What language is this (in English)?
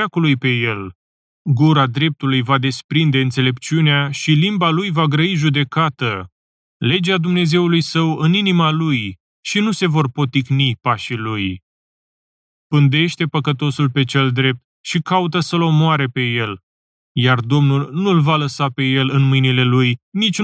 Romanian